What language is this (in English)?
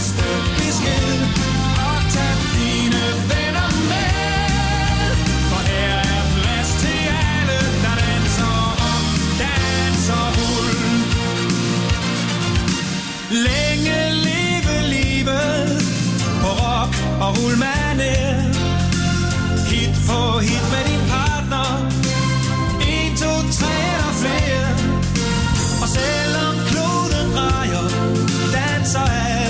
Danish